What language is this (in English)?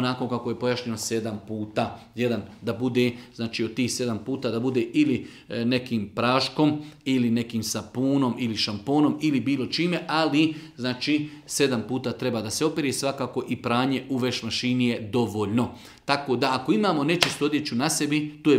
Bosnian